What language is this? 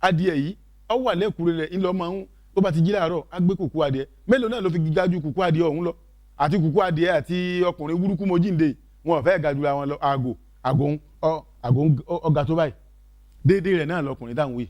Yoruba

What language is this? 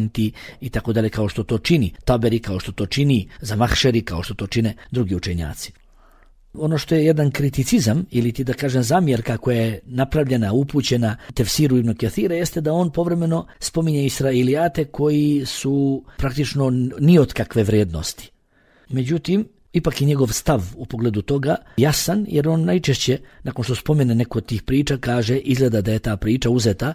Bosnian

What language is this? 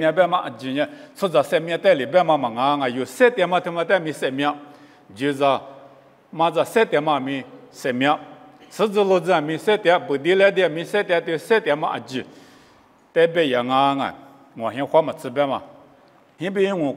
Lisu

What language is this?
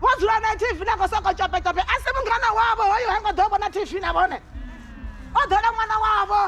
Venda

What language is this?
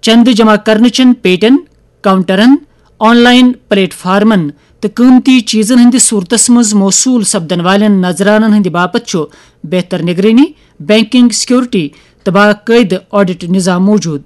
Kashmiri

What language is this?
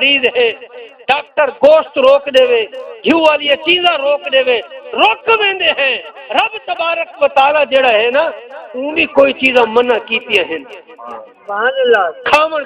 Saraiki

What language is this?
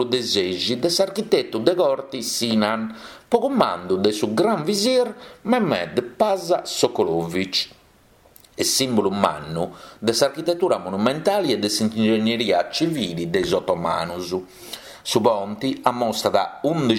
Sardinian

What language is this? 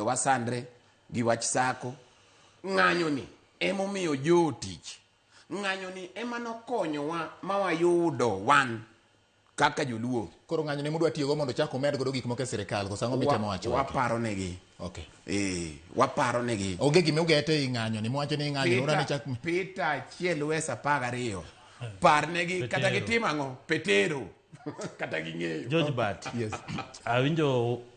Luo (Kenya and Tanzania)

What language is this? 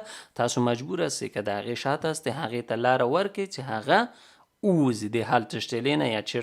Pashto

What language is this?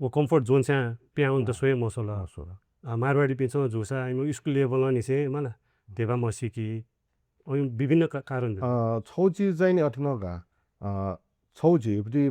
Newari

